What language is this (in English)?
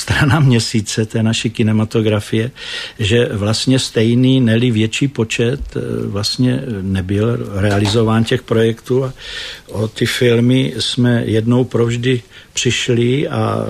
Czech